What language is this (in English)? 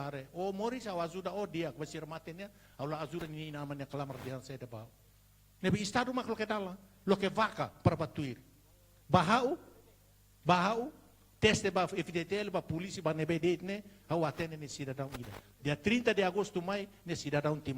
Tetum